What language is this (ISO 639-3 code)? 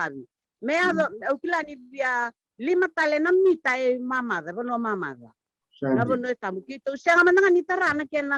fij